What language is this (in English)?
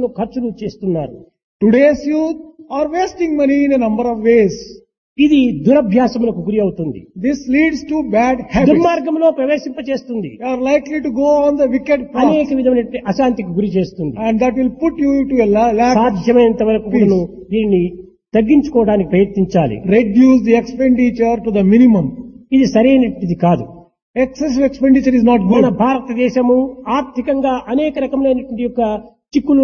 Telugu